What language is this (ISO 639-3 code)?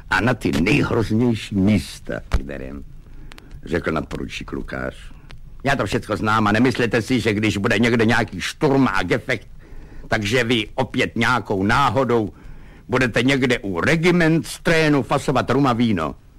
ces